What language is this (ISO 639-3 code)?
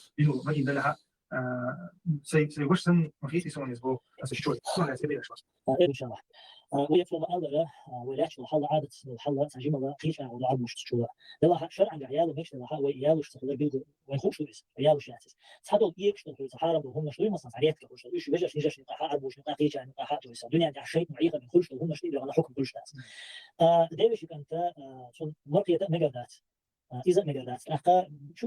che